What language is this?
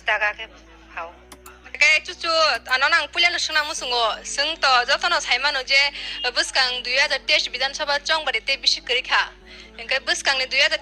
Riang (India)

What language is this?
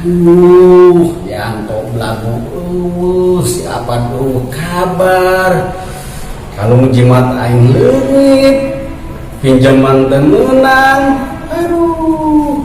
Sundanese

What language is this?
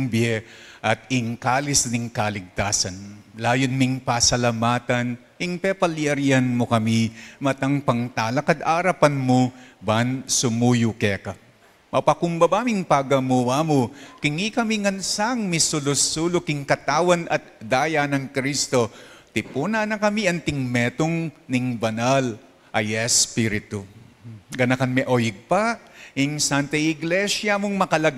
Pampanga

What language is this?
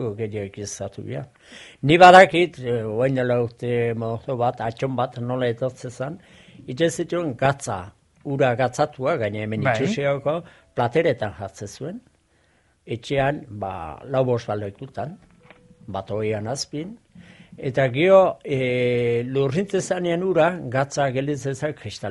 Basque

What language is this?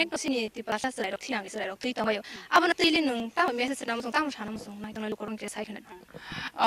Kok Borok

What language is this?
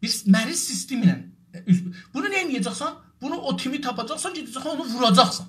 South Azerbaijani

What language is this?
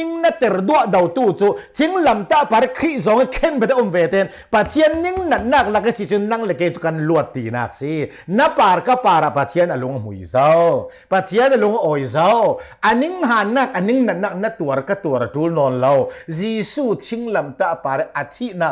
Hakha Chin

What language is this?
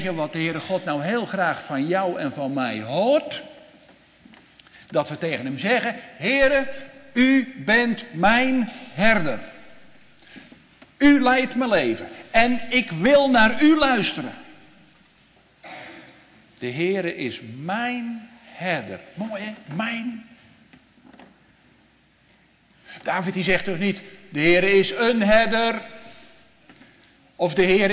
Dutch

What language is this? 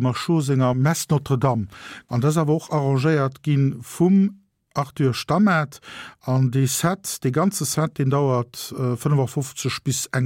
Luxembourgish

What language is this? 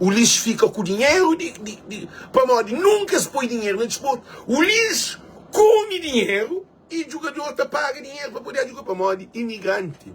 Kabuverdianu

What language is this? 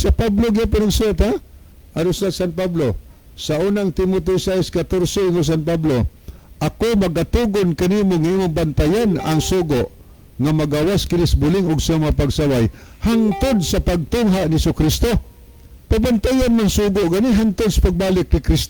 Cebuano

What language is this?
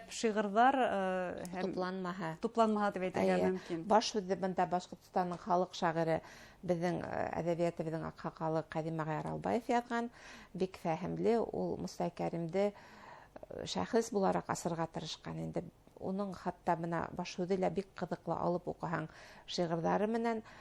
Bashkir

